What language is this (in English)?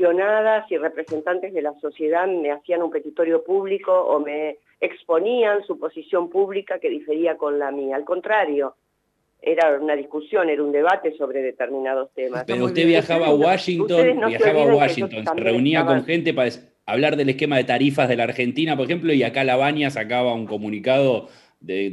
Spanish